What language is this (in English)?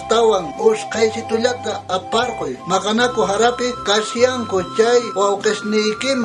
South Bolivian Quechua